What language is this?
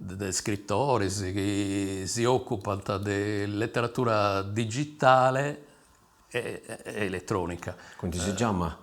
Sardinian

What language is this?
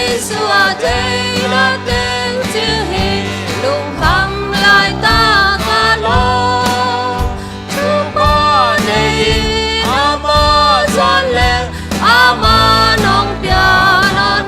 Tedim Chin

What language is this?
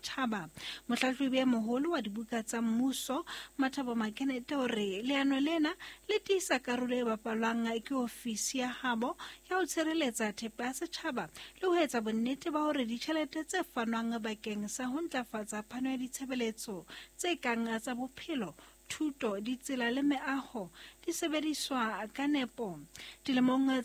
Southern Sotho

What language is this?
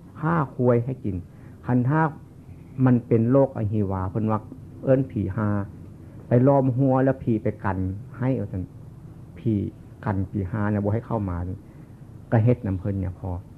Northeastern Thai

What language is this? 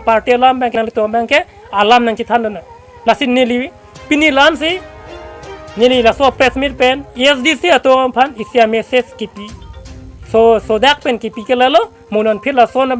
Karbi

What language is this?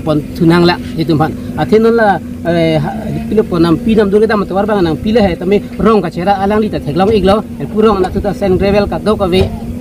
Karbi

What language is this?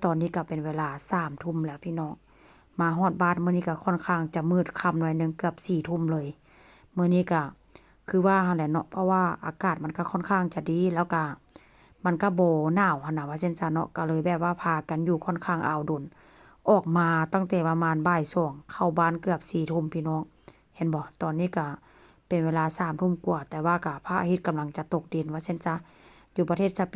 Northeastern Thai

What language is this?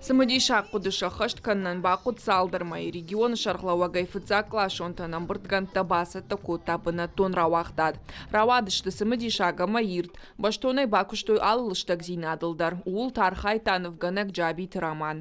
Ossetic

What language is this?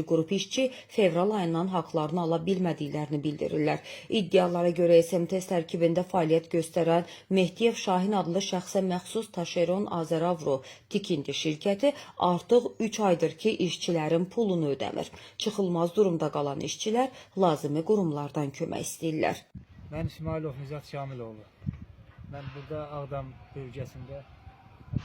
Azerbaijani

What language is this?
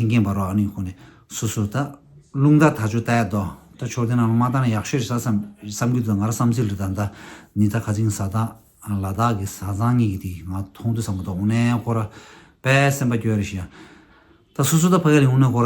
Tibetan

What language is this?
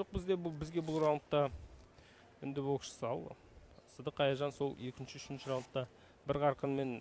Kazakh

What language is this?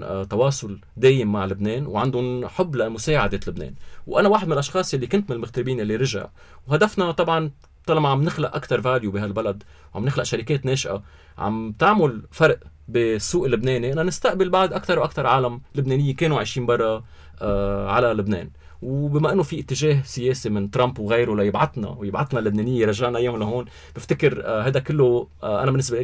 North Levantine Arabic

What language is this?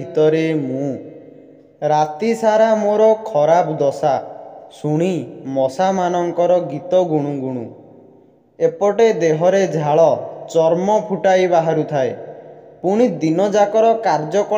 Odia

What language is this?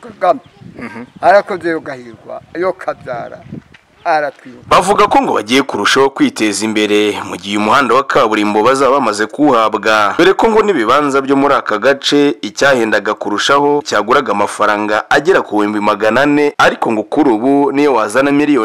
Kinyarwanda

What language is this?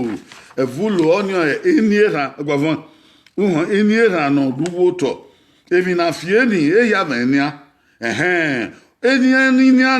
Bini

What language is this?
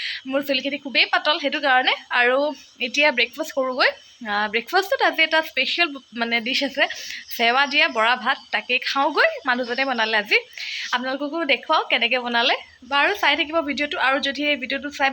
Assamese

